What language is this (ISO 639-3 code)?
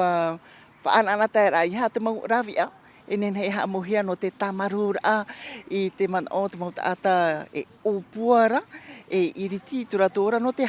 tah